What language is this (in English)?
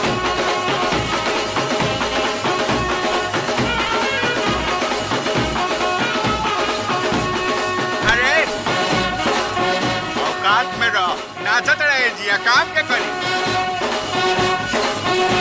Bhojpuri